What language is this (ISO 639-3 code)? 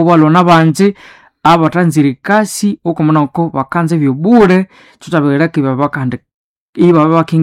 nnb